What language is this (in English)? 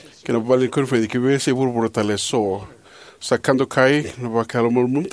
Fijian